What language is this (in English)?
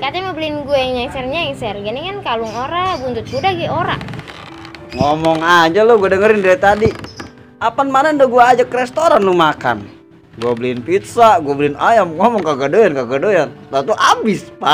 Betawi